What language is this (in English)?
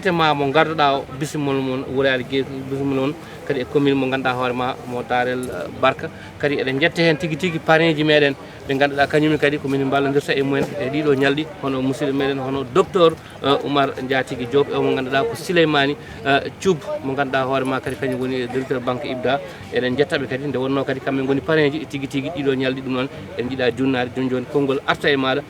Fula